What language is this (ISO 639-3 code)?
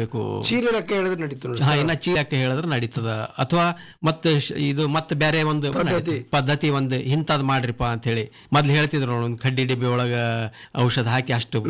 kan